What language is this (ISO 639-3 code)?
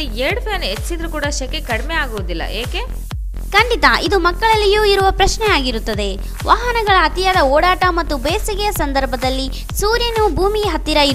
kan